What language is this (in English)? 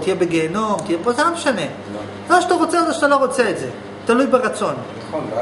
Hebrew